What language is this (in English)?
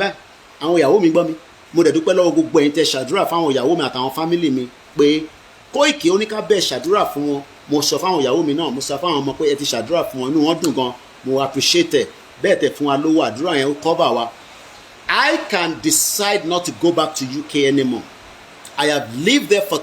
Yoruba